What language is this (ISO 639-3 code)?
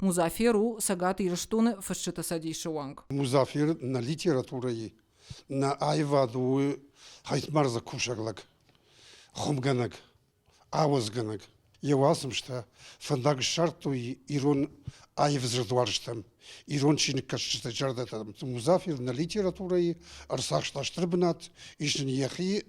oss